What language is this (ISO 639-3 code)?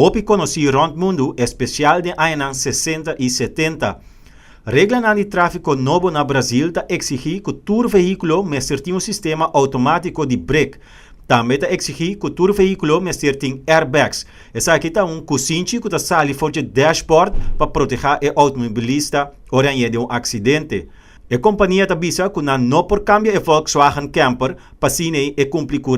pap